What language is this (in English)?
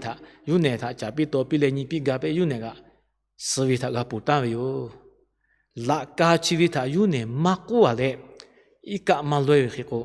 Lahu